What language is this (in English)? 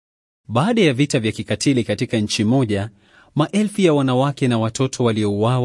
Swahili